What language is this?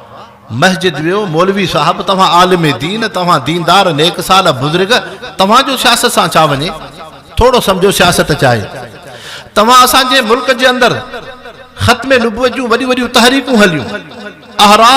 Sindhi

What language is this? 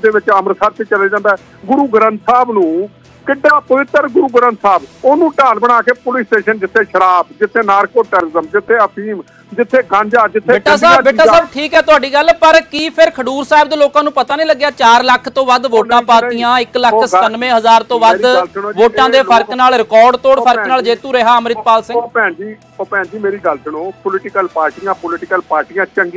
Punjabi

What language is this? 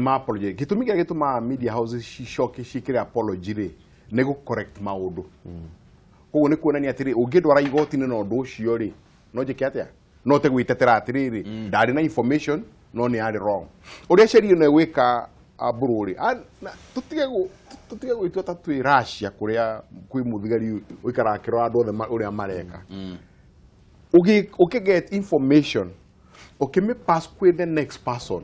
Kikuyu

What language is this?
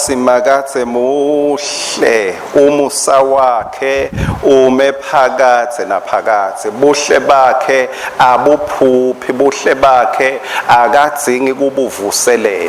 Swati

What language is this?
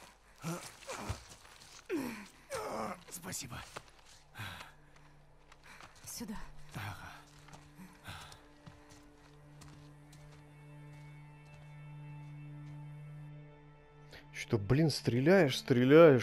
Russian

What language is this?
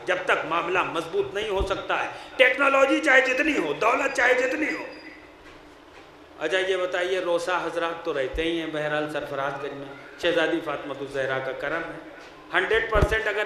Urdu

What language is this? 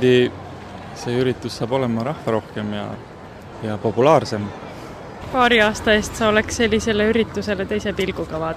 Estonian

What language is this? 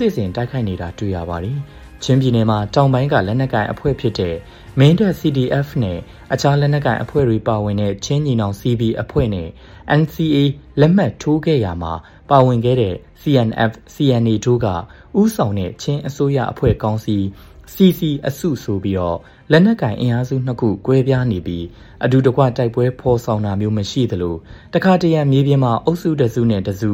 Burmese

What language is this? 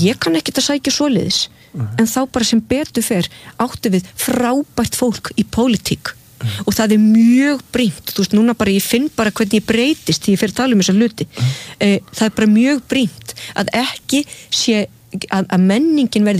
Icelandic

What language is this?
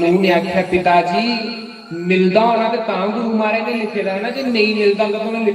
Dogri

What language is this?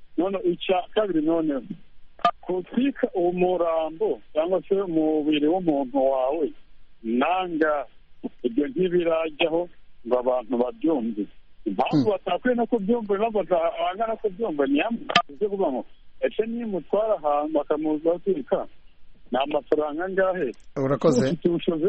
Kinyarwanda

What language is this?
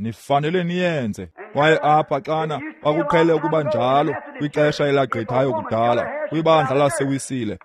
Xhosa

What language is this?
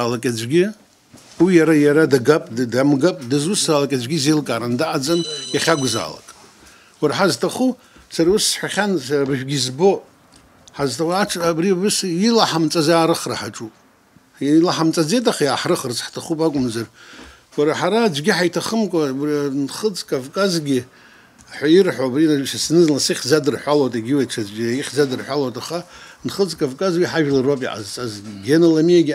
Abkhazian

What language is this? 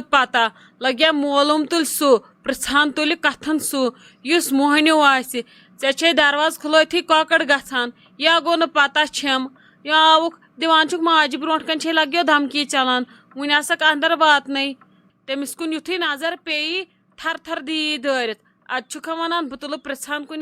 Kashmiri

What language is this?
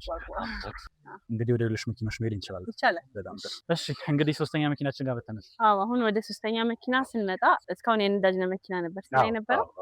Amharic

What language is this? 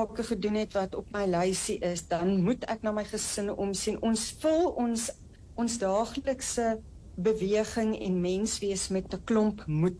Afrikaans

